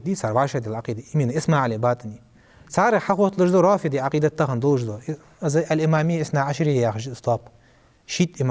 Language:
Ingush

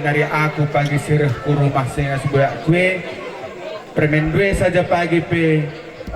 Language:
Batak Karo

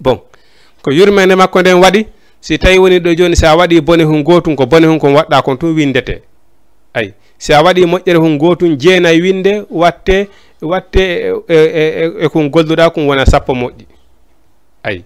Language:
Fula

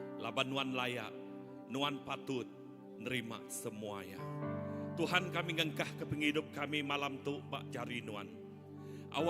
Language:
Iban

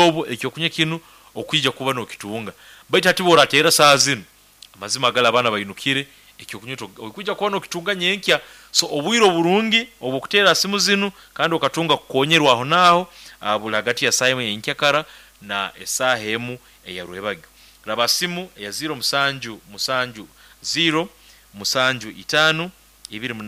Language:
Nyankole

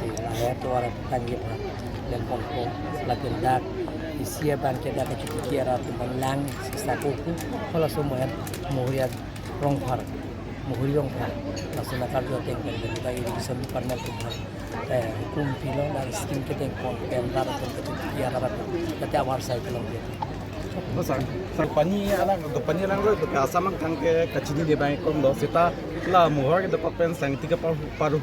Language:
Karbi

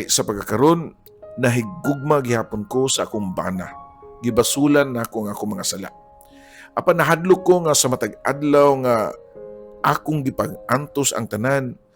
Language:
Cebuano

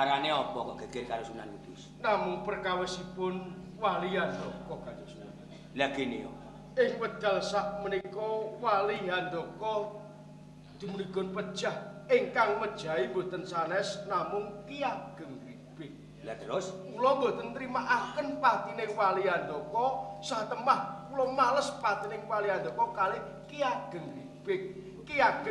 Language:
Javanese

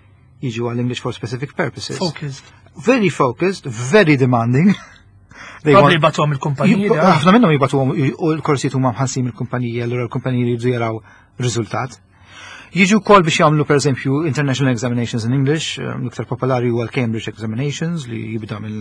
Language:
Maltese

